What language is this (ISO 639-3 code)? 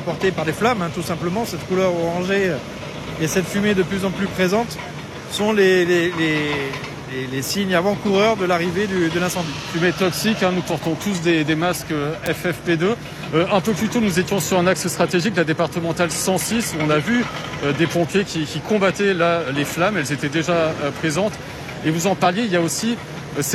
fra